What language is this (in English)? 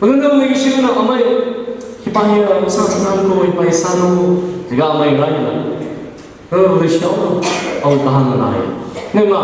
Tangkhul Naga (India)